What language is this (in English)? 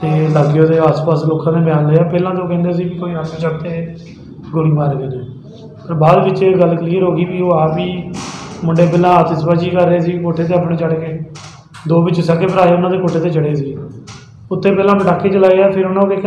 Punjabi